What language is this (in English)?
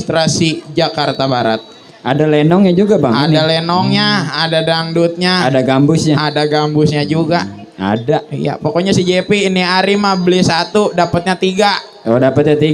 Betawi